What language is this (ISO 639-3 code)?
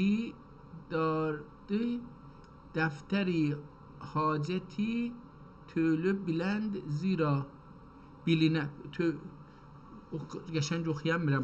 azb